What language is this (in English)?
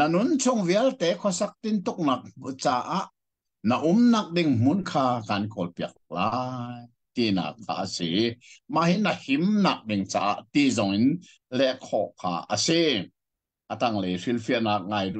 Hakha Chin